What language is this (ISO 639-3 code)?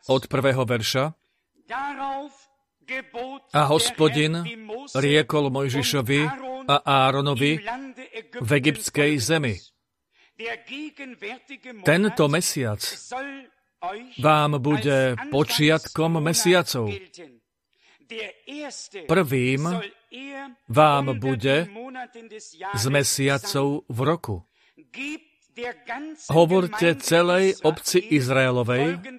slk